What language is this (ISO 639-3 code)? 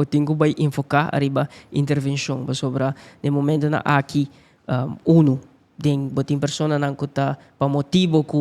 pap